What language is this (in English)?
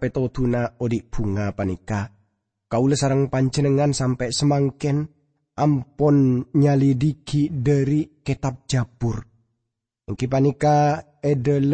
Madurese